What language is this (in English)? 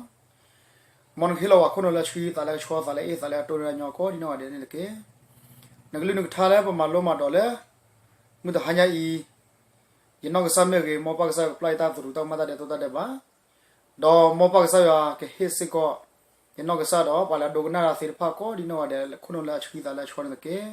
S'gaw Karen